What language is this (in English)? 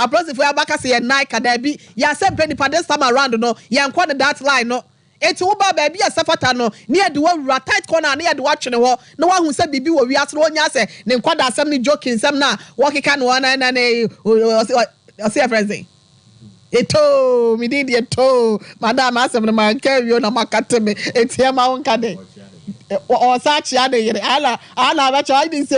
Akan